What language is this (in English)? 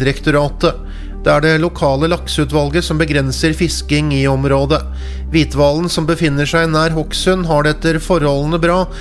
Norwegian